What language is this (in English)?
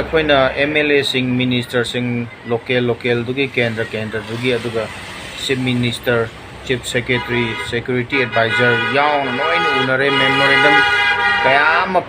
Manipuri